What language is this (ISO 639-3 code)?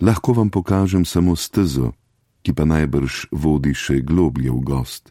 slv